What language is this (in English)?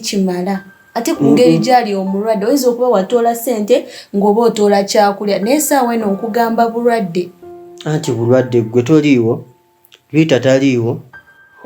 Ganda